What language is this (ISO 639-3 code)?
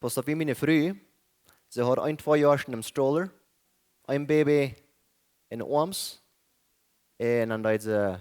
pdt